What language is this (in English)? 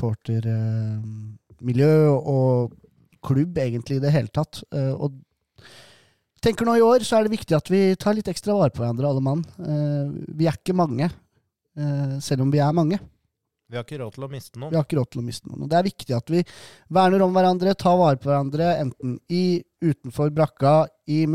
Norwegian